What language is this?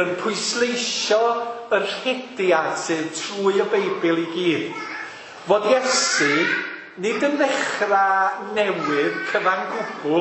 Welsh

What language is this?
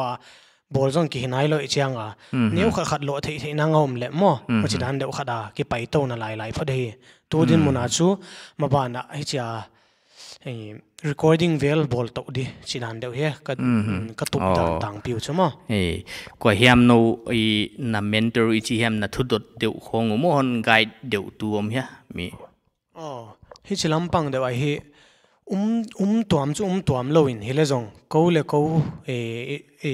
Paite Chin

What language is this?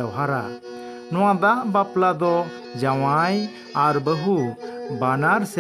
Santali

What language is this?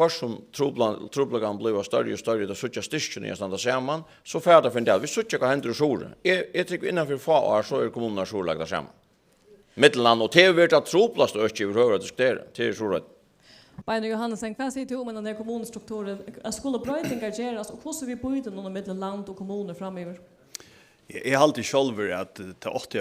Faroese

